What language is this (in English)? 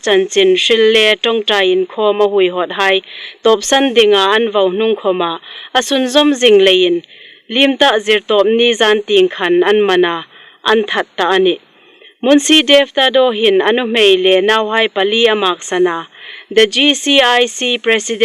Hmar